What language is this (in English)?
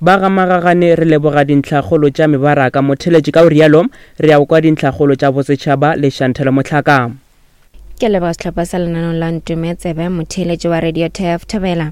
Northern Sotho